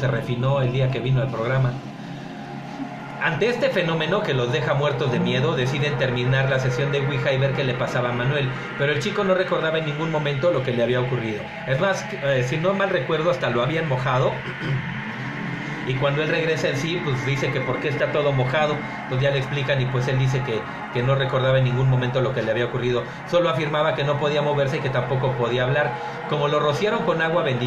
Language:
Spanish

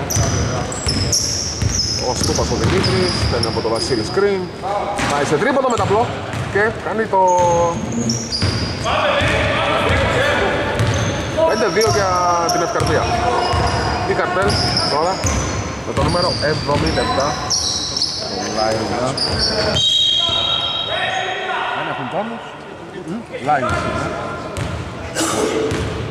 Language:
Greek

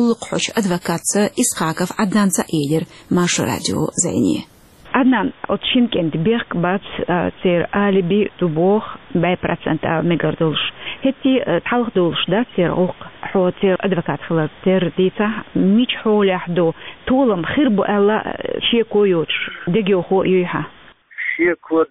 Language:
Chechen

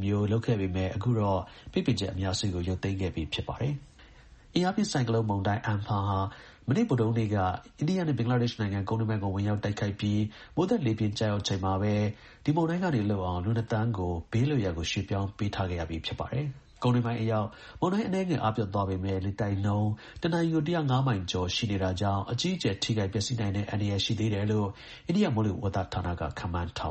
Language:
Burmese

